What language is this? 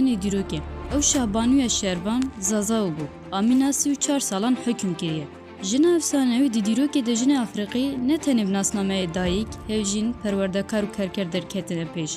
Kurdish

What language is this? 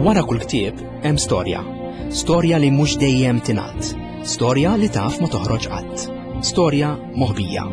Maltese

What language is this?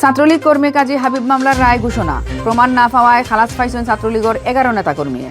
Sylheti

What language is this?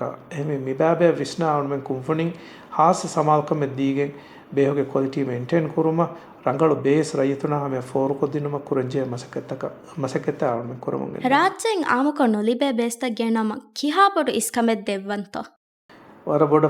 Divehi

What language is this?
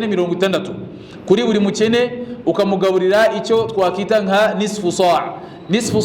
Kinyarwanda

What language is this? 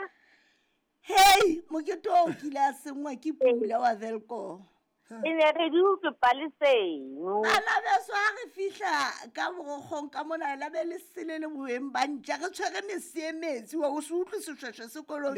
Southern Sotho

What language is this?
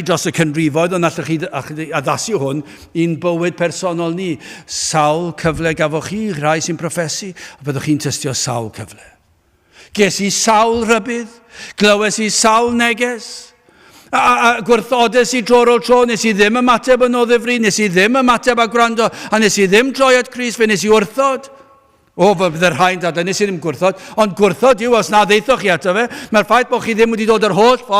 Welsh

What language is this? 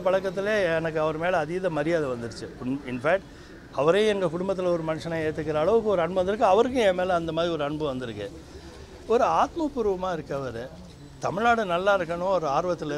Tamil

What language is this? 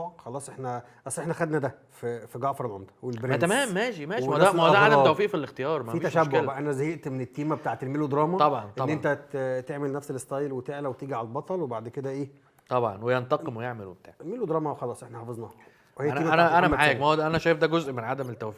Egyptian Arabic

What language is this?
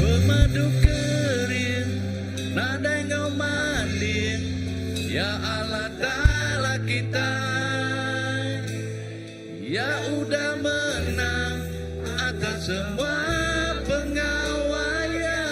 Iban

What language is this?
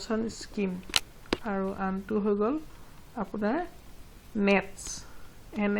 Assamese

